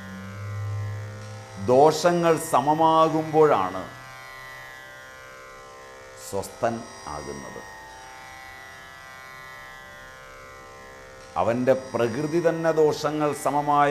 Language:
Malayalam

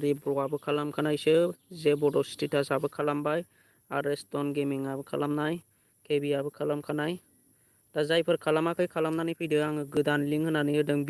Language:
Bodo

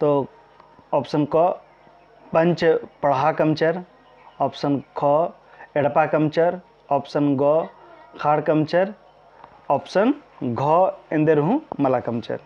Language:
Kurukh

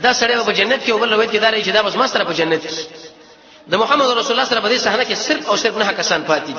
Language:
Pashto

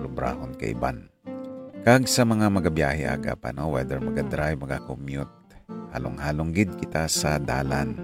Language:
Hiligaynon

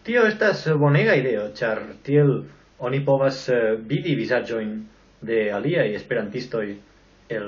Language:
Esperanto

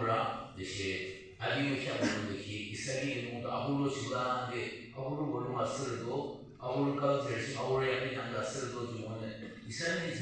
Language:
Yimchungru Naga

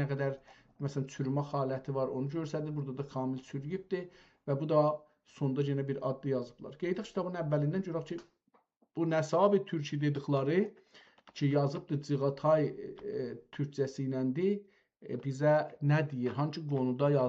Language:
South Azerbaijani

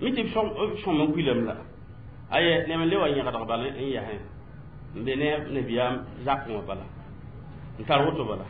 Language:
Mossi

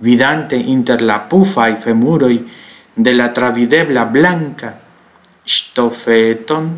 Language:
Esperanto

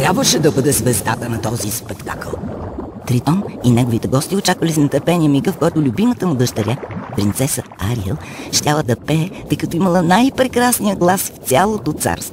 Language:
Bulgarian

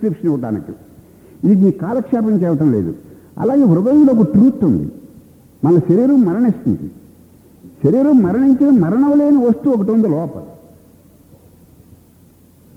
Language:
Telugu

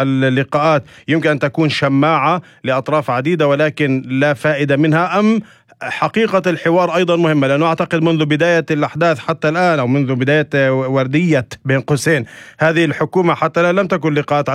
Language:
North Levantine Arabic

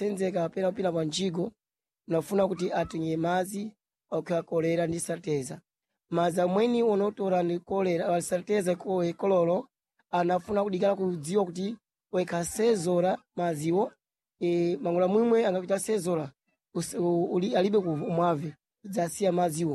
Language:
Sena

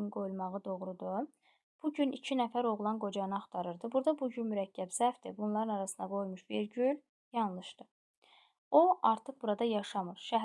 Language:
Azerbaijani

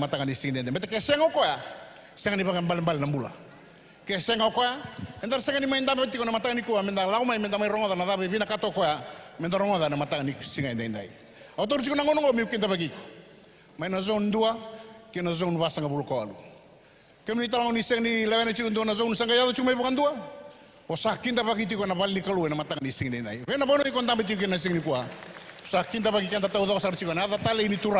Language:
Fijian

